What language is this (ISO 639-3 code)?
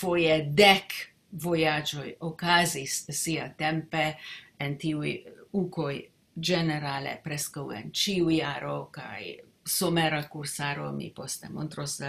epo